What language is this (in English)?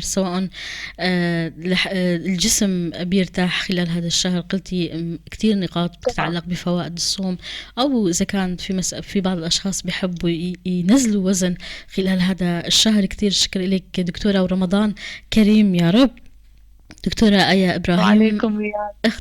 North Levantine Arabic